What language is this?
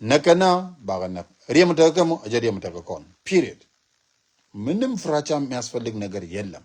Nuer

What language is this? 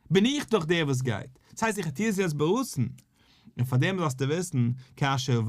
Yiddish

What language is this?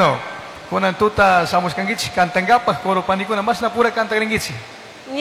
Chimborazo Highland Quichua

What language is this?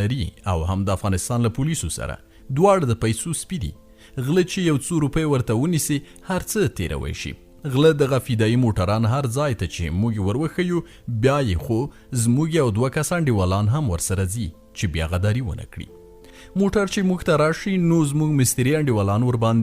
Pashto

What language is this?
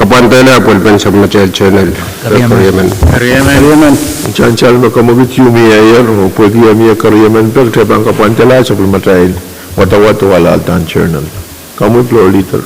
Pohnpeian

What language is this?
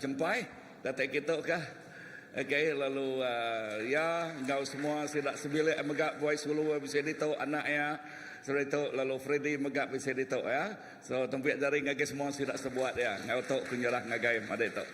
Iban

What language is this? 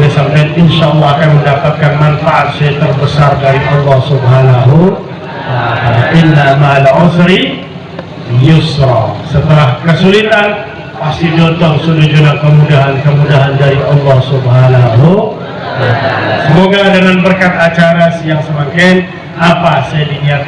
Madurese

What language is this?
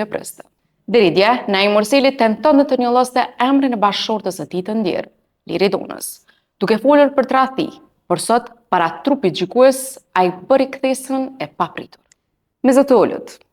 Albanian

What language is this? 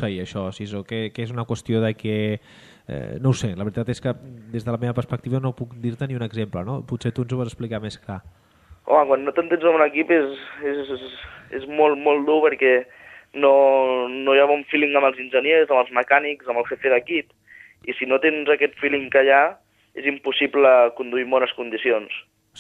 Catalan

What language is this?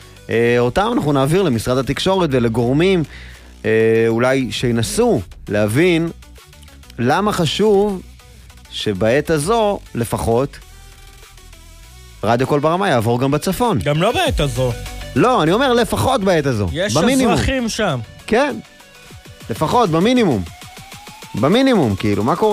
Hebrew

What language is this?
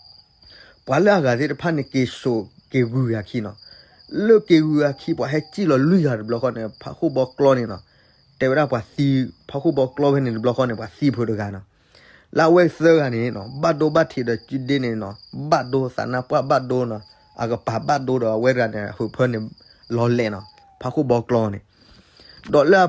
S'gaw Karen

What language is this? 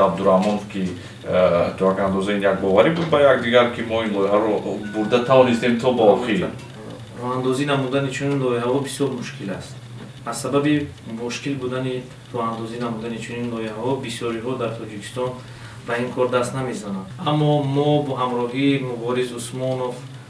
Tajik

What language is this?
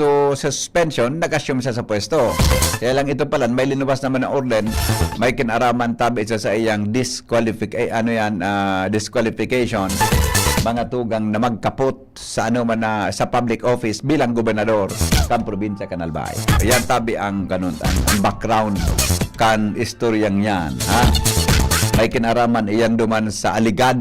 Bikol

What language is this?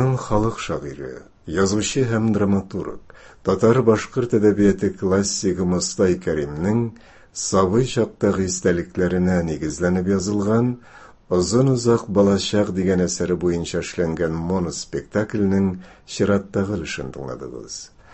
Tatar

